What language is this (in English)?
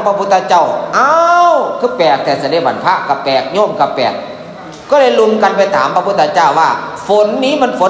Northeastern Thai